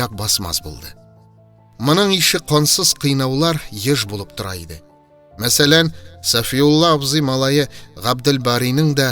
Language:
Tatar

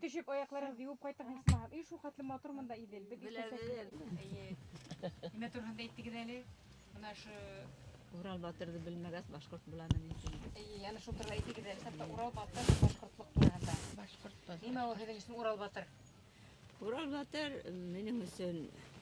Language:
Bashkir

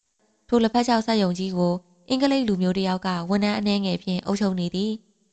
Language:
Burmese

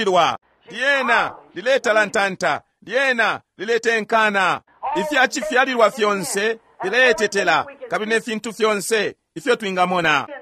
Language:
Bemba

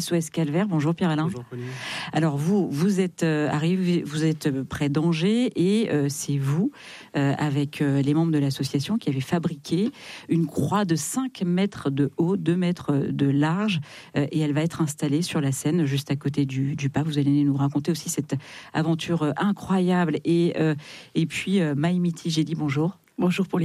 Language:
French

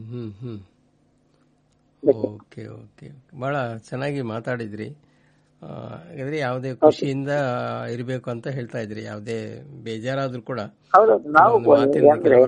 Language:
Kannada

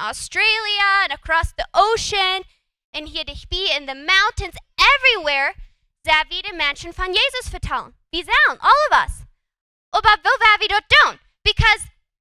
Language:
Plautdietsch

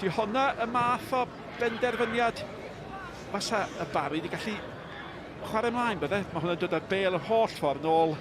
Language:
Welsh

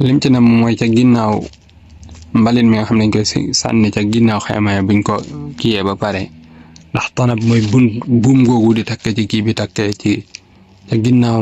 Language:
Wolof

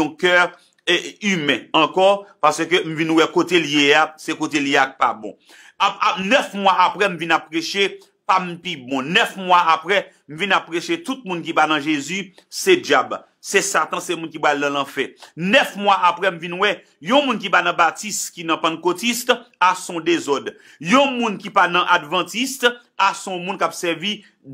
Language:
Haitian Creole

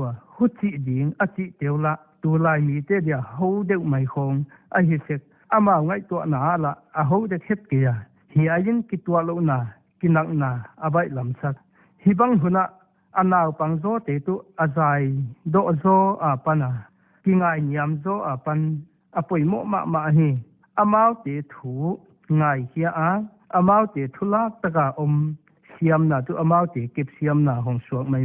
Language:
Paite Chin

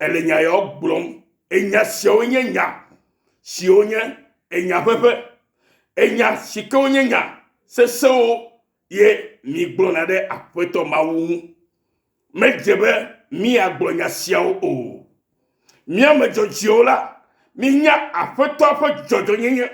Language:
Ewe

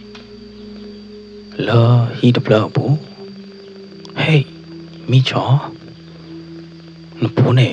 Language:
S'gaw Karen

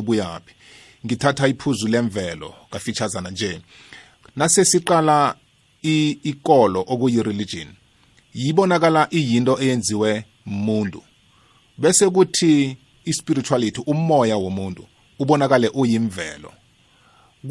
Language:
South Ndebele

